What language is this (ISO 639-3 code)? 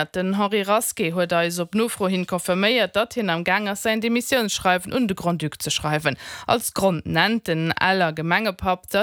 ltz